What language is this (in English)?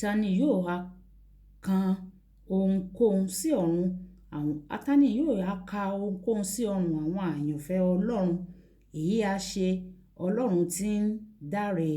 Yoruba